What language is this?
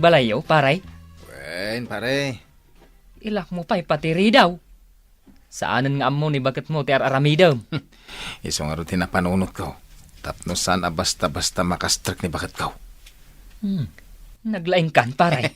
Iloko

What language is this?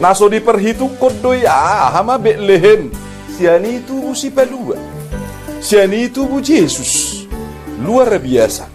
Batak Toba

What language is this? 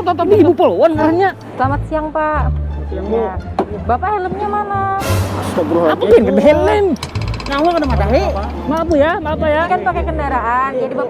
Banjar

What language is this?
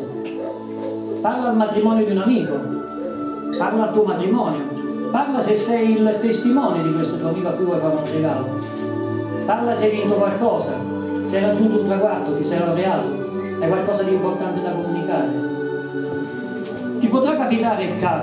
Italian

